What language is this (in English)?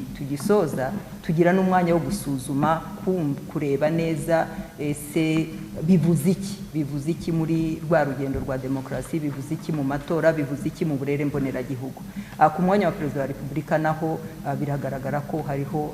Kinyarwanda